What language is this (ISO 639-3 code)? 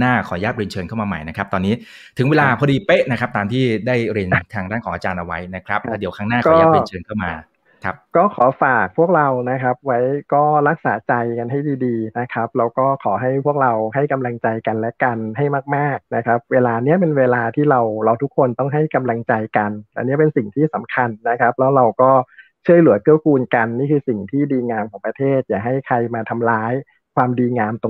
tha